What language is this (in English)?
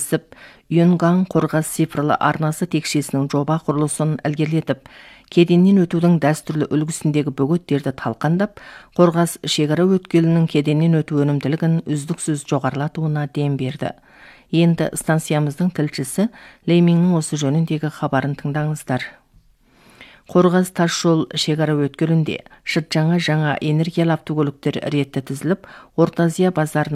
Kazakh